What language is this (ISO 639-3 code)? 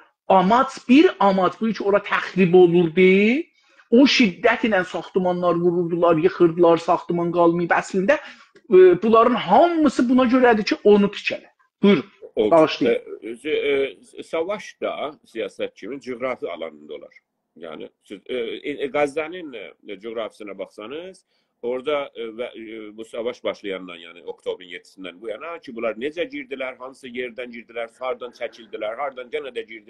azb